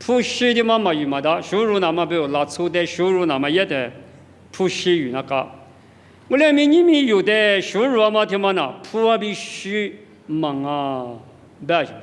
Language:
Lisu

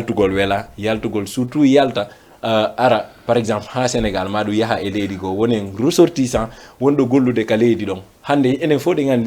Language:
Fula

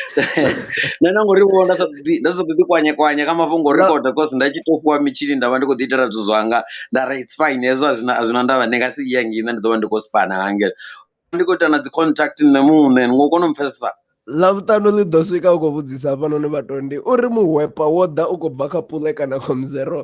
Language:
Venda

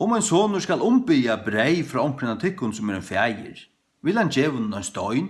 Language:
Faroese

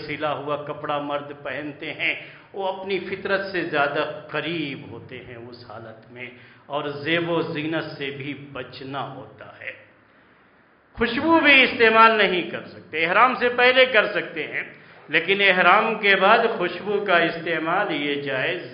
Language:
Urdu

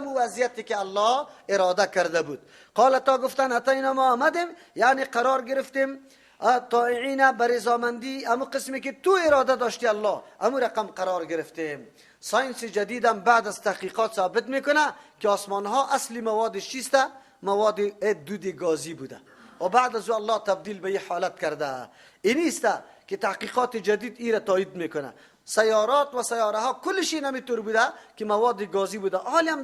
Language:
Persian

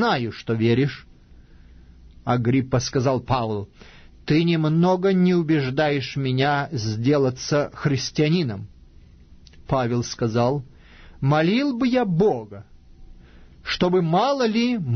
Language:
Russian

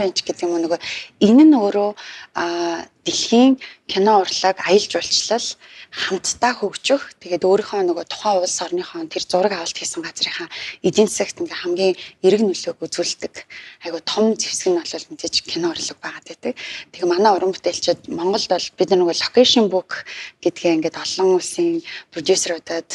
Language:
Mongolian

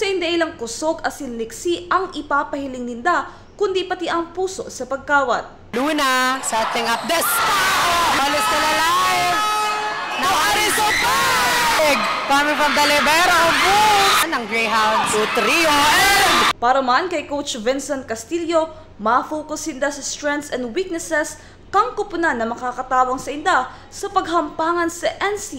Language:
Bikol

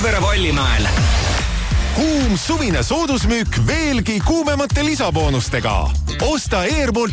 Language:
Estonian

